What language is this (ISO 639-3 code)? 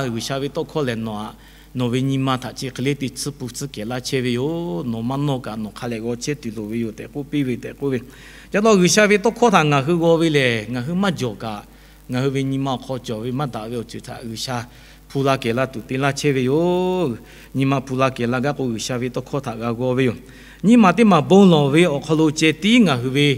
lhu